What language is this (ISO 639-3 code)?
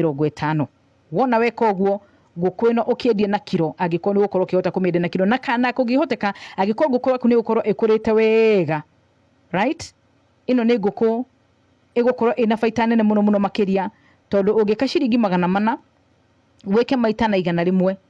kik